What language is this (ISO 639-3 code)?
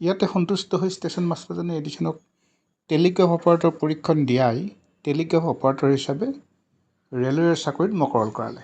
asm